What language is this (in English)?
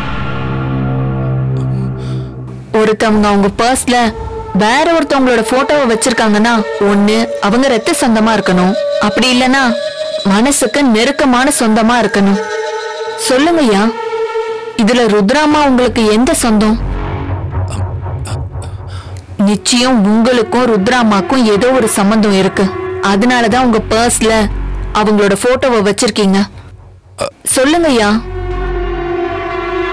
Tamil